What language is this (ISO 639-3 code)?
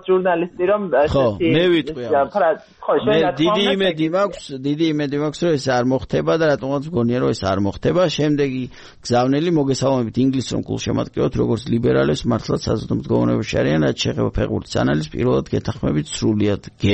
kat